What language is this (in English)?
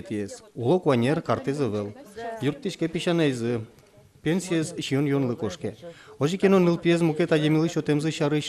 Udmurt